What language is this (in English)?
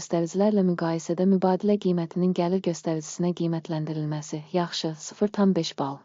Azerbaijani